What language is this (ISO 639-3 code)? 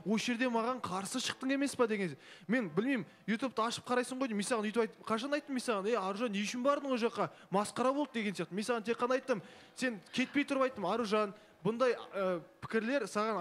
kaz